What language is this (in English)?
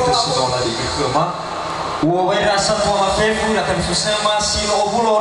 Nias